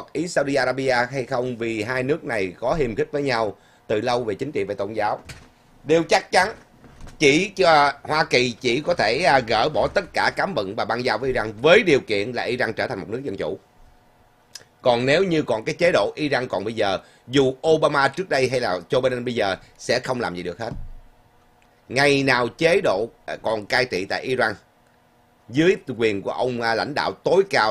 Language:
Vietnamese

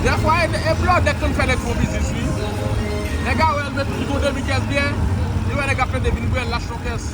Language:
Haitian Creole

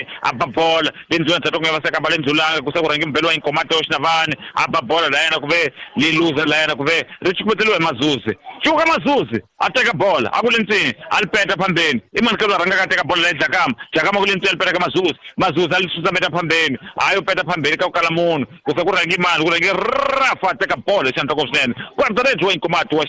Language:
Tsonga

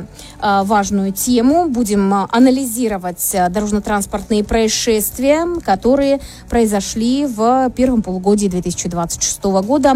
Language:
Russian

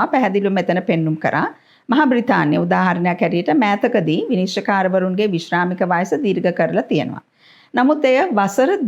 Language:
Sinhala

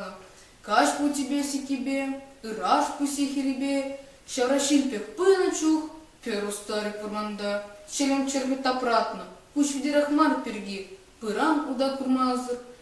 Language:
Chuvash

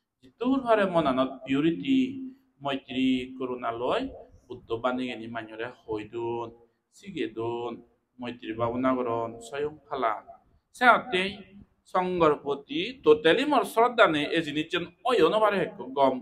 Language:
Chakma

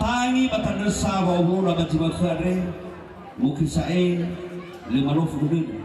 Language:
Nias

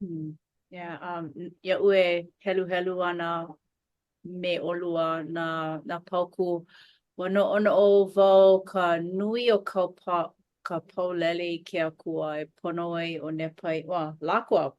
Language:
Hawaiian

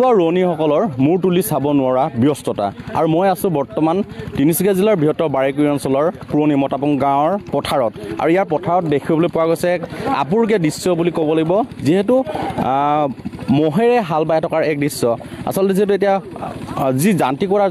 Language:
Assamese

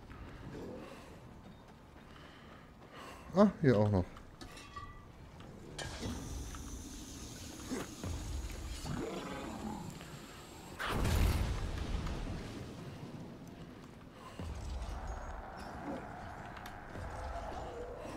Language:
German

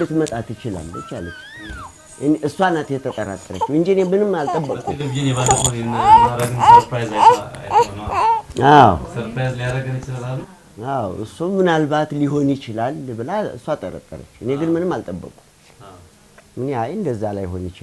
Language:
Amharic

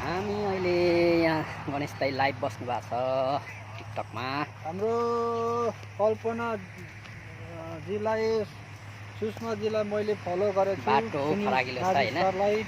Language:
Nepali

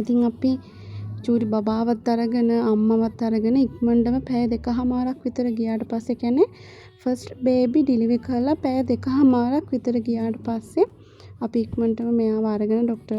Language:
Sinhala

